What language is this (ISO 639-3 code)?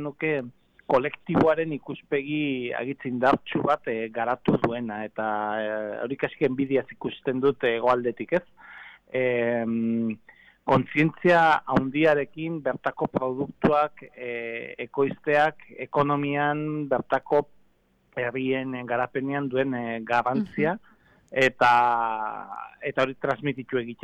eus